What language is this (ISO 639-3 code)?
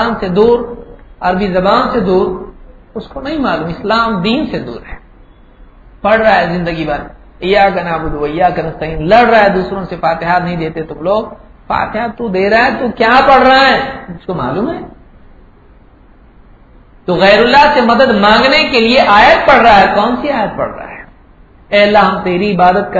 urd